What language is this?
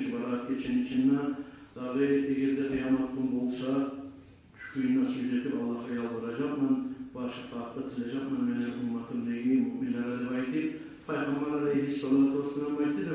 Kumyk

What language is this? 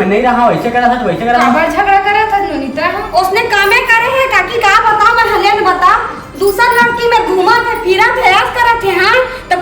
Chhattisgarhi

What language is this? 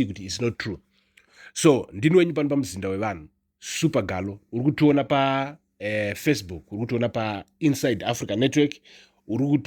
Shona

